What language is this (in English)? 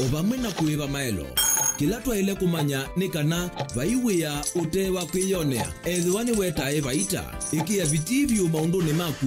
Kamba